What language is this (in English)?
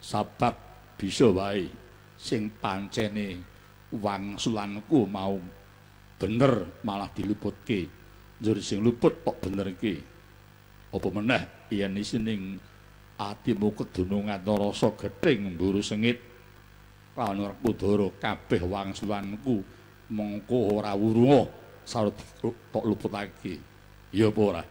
Javanese